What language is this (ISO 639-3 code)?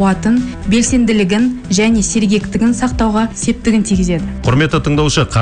kaz